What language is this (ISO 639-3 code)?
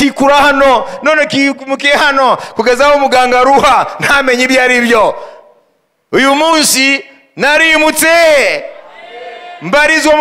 kin